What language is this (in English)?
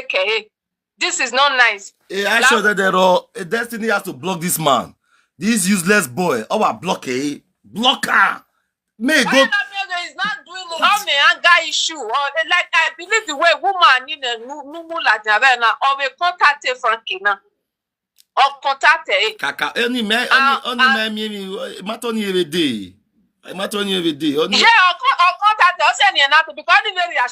Nigerian Pidgin